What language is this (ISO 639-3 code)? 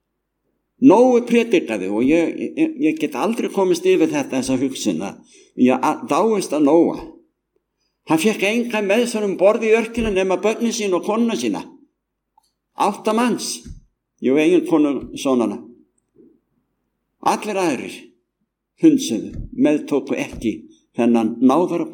isl